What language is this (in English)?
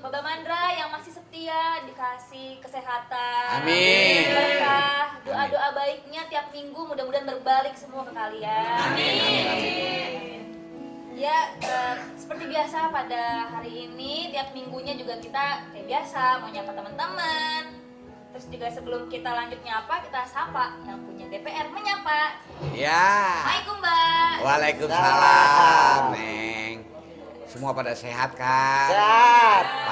Betawi